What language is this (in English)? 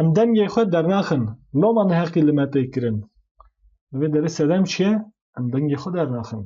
Kurdish